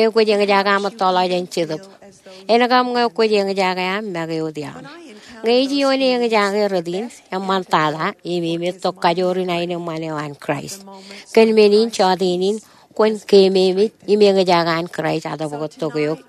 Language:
Marshallese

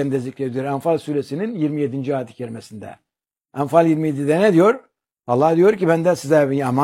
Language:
Turkish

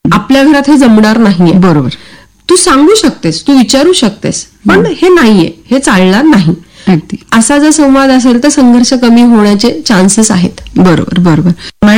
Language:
Marathi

